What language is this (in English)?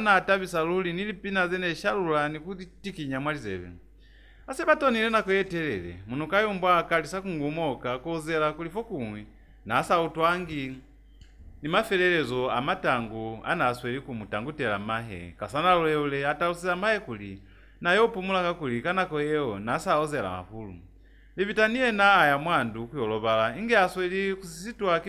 Lozi